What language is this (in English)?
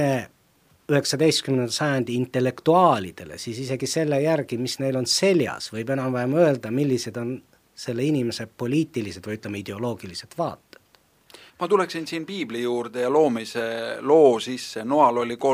Estonian